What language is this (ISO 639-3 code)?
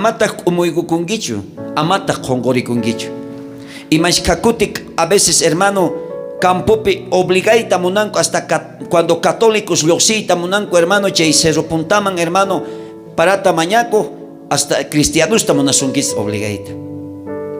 quh